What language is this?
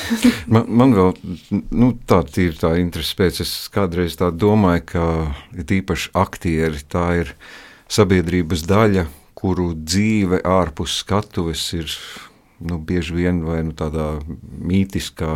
Latvian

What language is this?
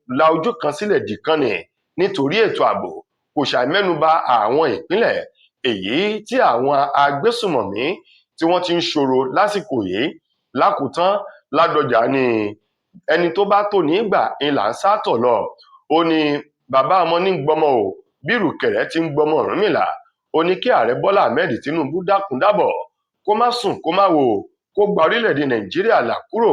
Yoruba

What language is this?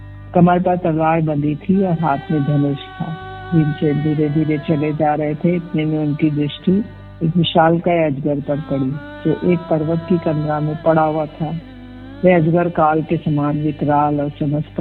Hindi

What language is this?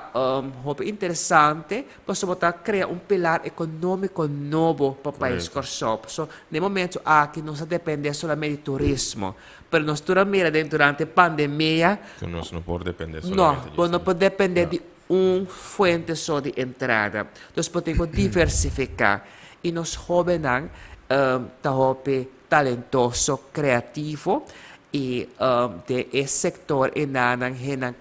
Papiamento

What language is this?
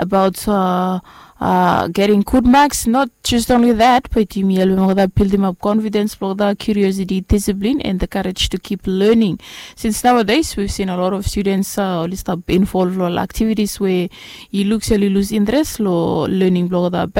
Bislama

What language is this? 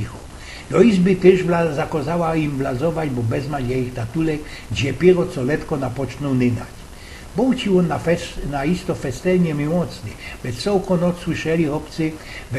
Silesian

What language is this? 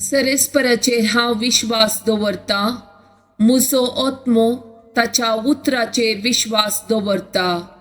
Konkani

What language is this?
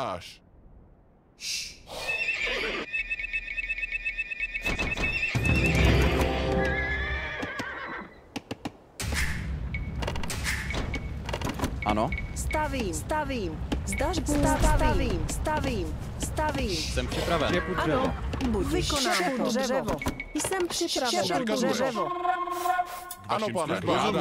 Czech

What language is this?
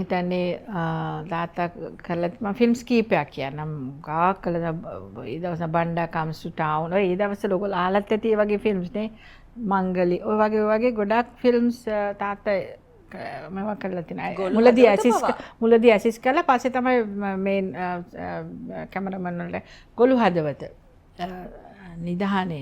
Sinhala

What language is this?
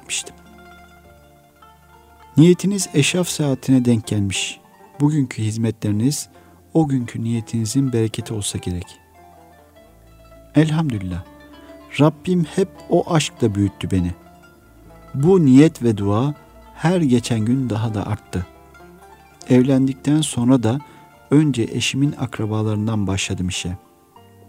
Turkish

